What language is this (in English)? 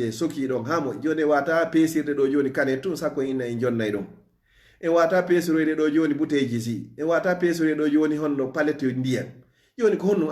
Fula